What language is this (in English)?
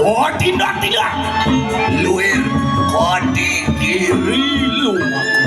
Balinese